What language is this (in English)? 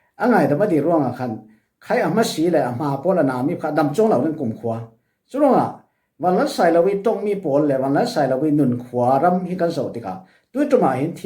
Falam Chin